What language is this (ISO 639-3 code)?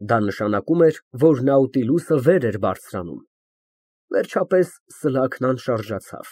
hye